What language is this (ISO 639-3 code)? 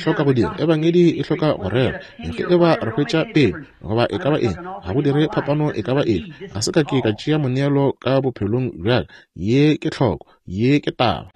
nso